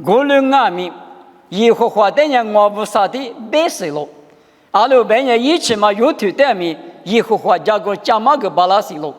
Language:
Lisu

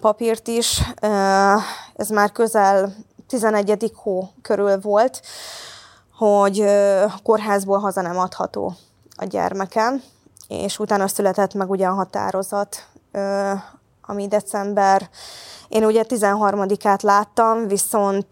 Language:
Hungarian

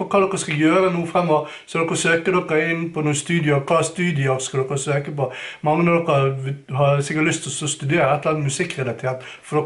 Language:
Norwegian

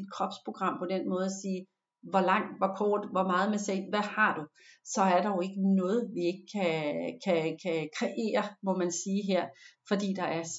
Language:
Danish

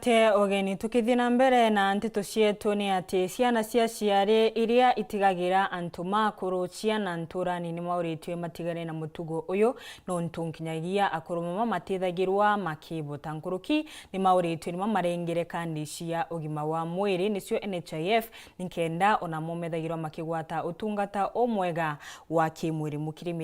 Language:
Meru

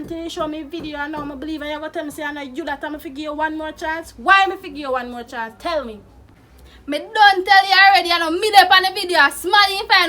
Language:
Jamaican Creole English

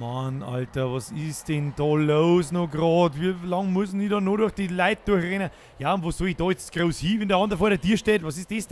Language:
Bavarian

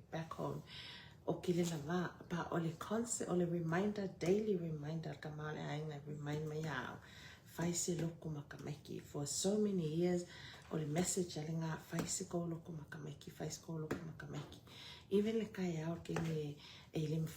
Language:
Samoan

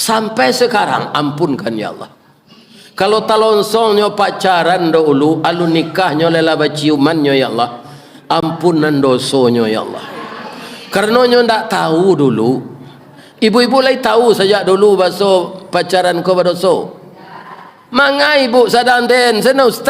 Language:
Minangkabau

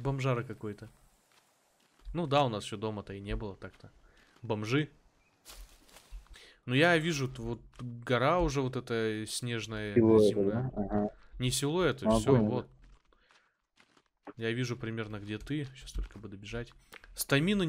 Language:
Russian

